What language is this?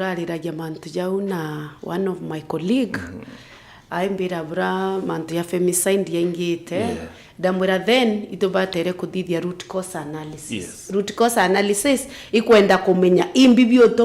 Meru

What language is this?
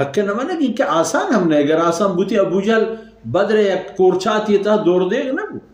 Baluchi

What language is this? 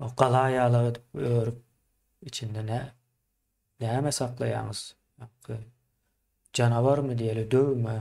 Turkmen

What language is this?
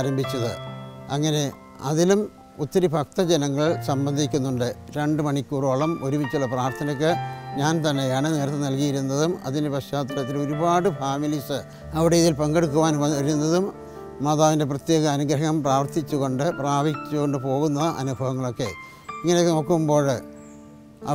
Malayalam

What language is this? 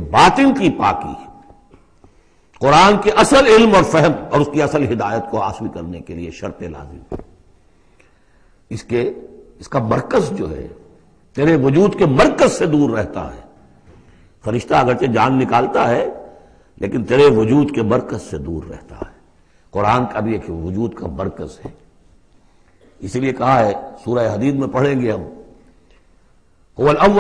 Urdu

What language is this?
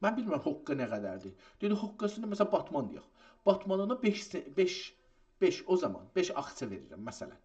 South Azerbaijani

